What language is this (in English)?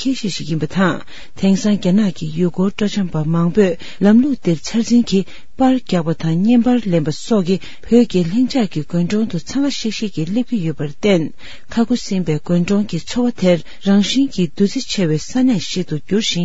Tibetan